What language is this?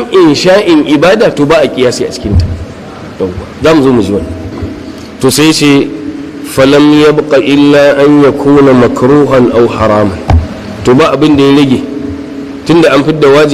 Hausa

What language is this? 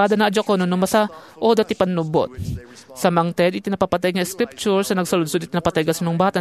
Iloko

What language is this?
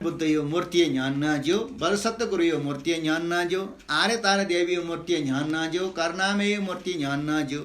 Newari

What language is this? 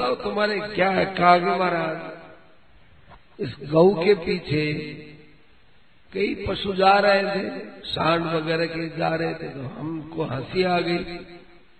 Hindi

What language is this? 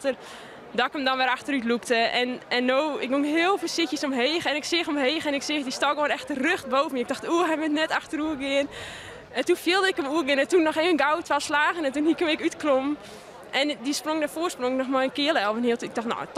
Western Frisian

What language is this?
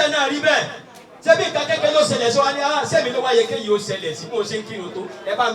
Yoruba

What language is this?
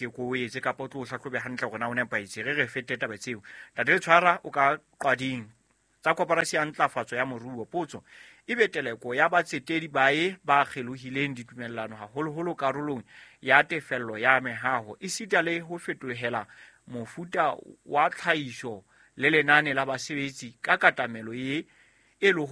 Southern Sotho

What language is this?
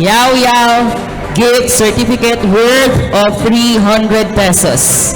Bikol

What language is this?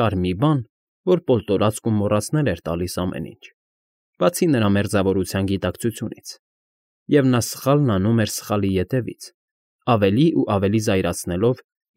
Armenian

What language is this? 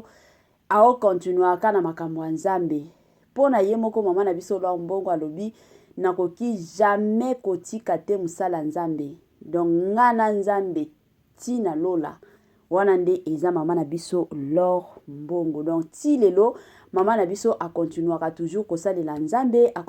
Lingala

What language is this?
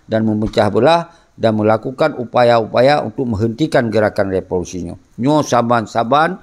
Achinese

